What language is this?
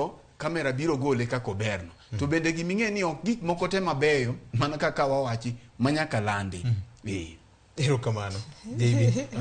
Luo (Kenya and Tanzania)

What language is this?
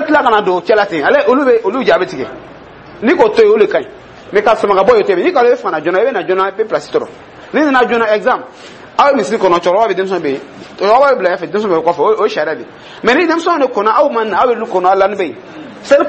Dyula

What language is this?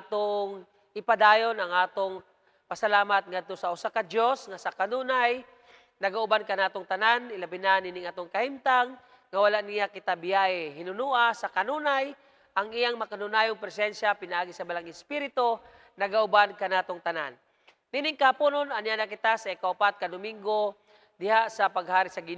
Cebuano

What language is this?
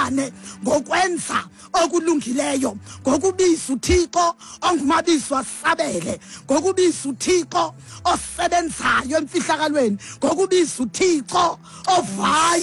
Xhosa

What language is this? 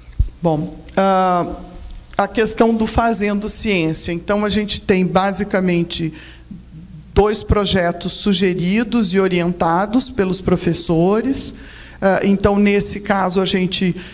Portuguese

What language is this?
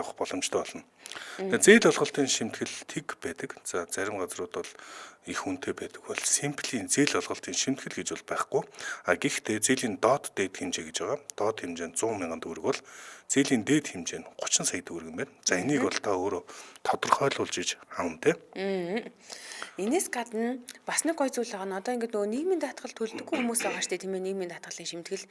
Mongolian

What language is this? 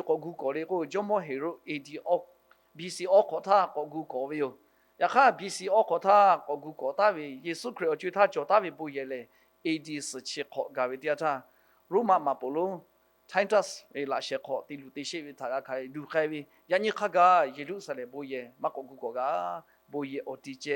Lahu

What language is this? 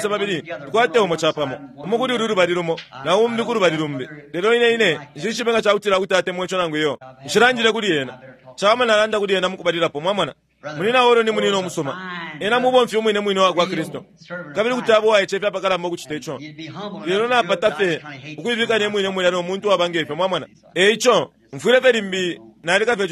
Bemba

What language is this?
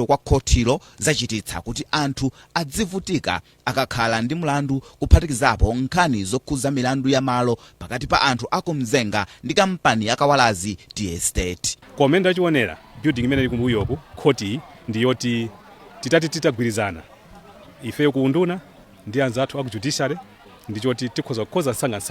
Nyanja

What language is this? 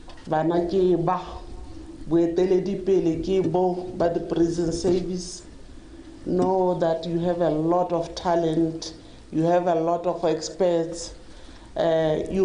Tswana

